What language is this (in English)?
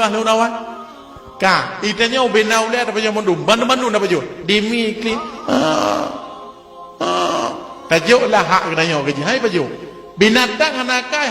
Achinese